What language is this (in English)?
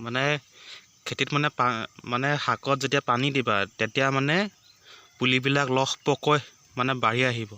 Assamese